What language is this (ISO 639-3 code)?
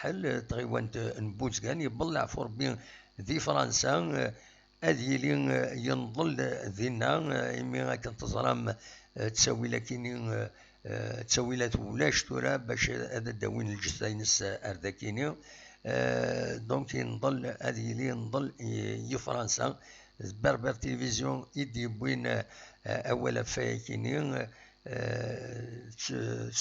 kab